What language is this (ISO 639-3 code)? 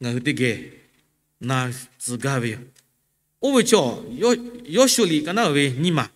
lhu